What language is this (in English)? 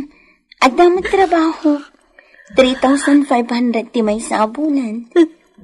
Iloko